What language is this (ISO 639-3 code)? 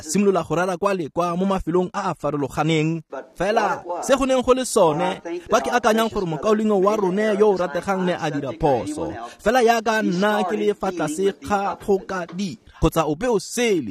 tsn